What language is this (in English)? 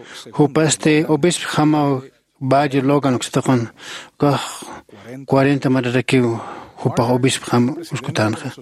Aymara